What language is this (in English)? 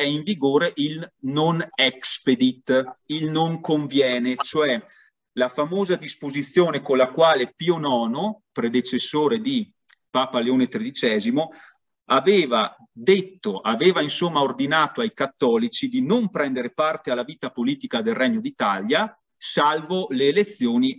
Italian